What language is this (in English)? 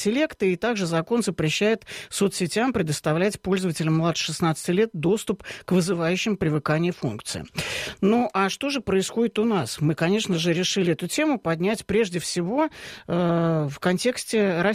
Russian